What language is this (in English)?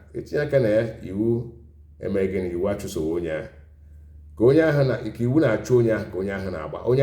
Igbo